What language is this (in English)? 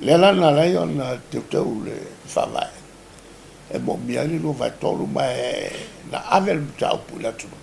Samoan